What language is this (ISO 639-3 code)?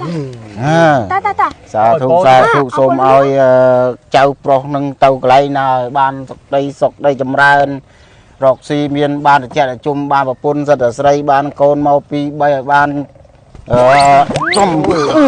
khm